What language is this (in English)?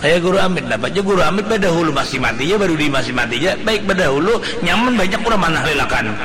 Banjar